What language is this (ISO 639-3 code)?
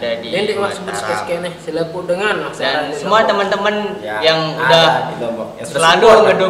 sas